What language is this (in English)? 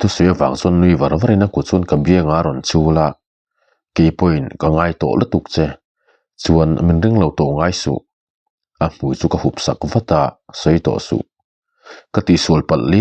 Mizo